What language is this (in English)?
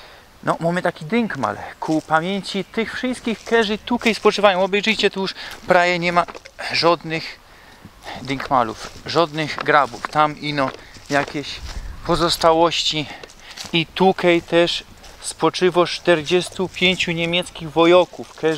Silesian